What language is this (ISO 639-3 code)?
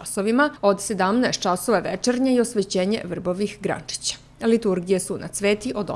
srp